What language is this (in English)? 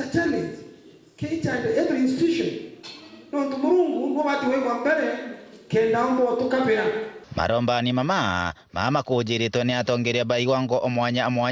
Meru